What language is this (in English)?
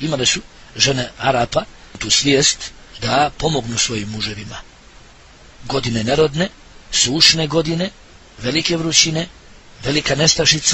Bosnian